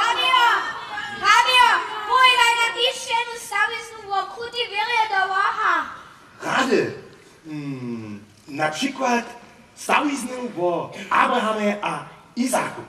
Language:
Upper Sorbian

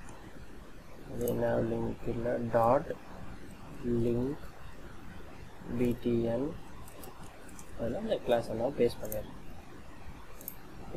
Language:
Tamil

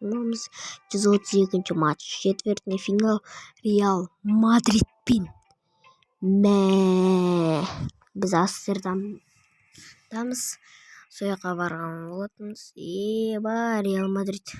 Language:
Kazakh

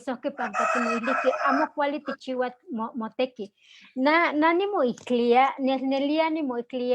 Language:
Eastern Huasteca Nahuatl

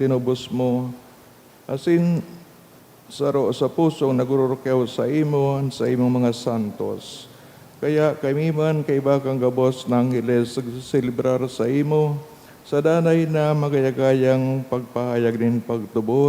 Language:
Bikol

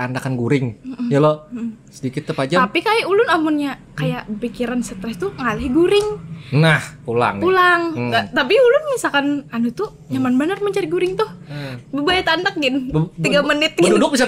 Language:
Banjar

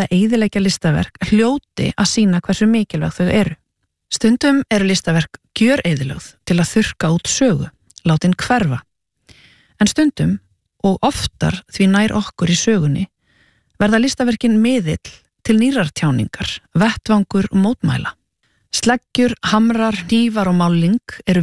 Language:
Icelandic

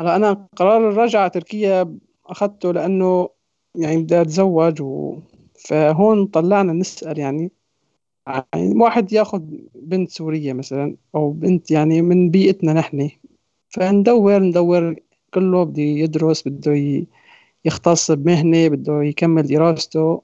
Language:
North Levantine Arabic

